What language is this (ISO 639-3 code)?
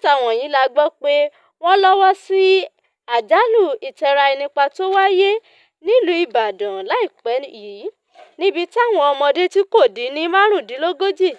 yor